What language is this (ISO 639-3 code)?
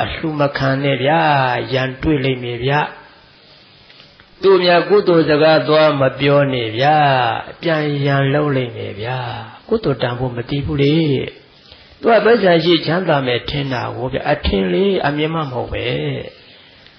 mya